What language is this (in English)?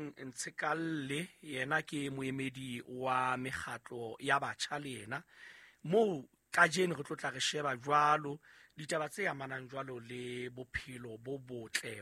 Southern Sotho